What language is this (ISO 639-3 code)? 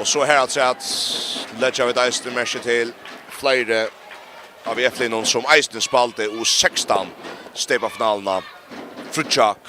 fao